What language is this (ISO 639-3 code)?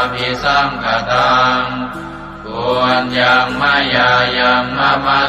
pli